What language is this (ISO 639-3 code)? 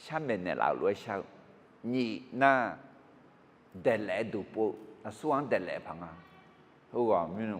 ahk